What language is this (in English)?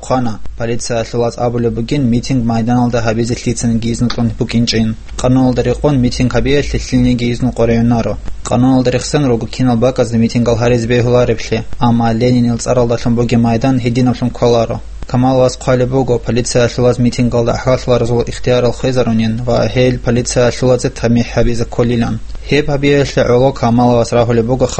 Avaric